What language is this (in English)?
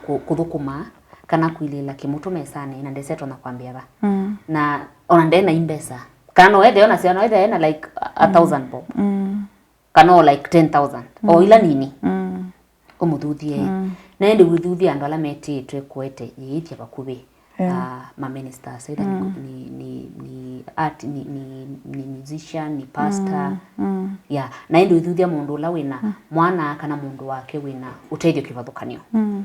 Kamba